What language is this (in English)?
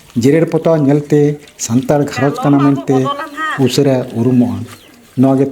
Santali